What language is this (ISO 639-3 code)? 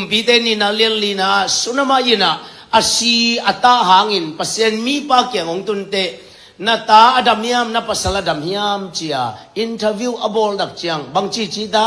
ctd